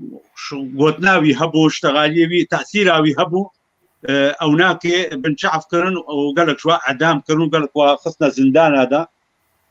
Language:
Kurdish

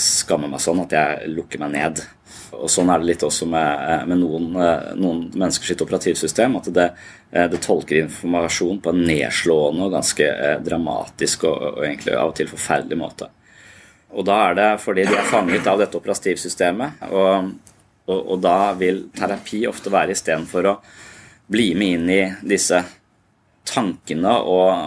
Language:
Norwegian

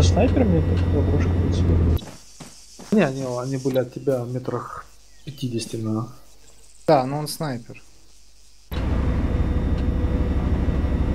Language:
Russian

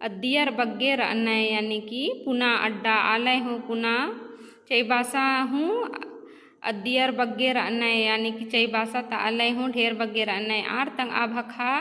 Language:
Kurukh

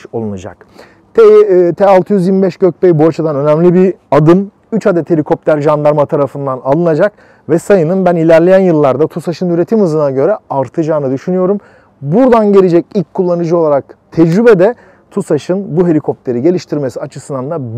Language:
Turkish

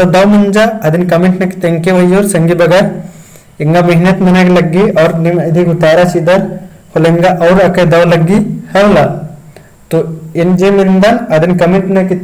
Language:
Kurukh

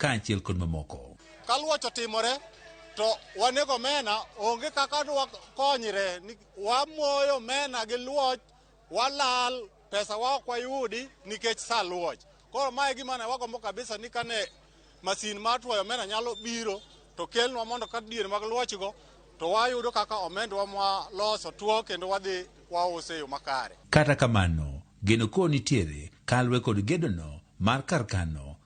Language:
Luo (Kenya and Tanzania)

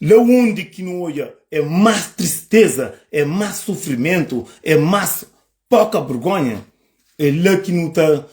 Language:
Kabuverdianu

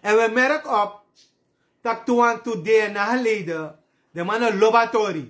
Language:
Sranan Tongo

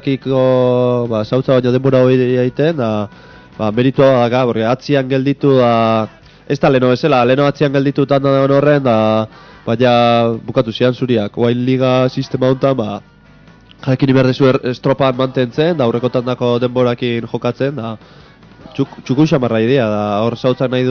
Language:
Basque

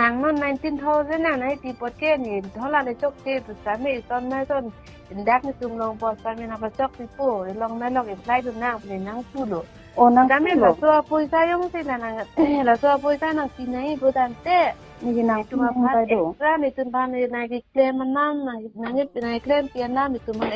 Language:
Karbi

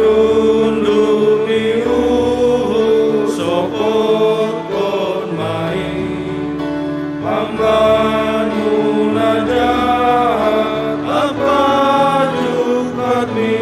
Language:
Batak Simalungun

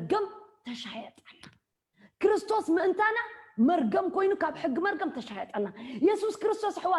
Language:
Tigrinya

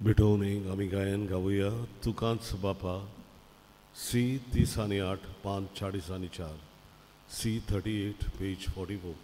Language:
Konkani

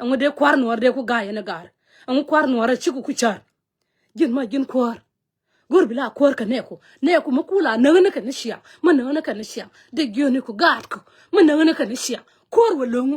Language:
Nuer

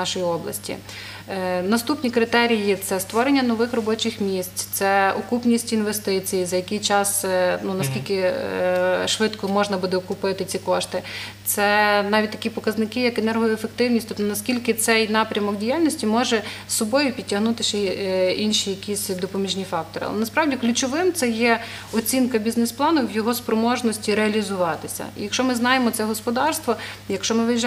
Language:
Ukrainian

